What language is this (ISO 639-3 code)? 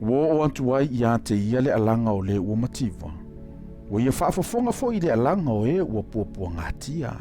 smo